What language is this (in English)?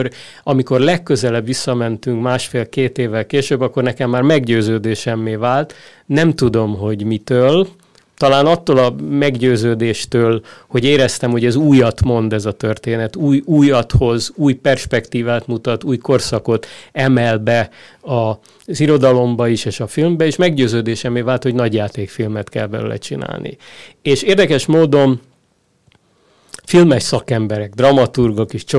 Hungarian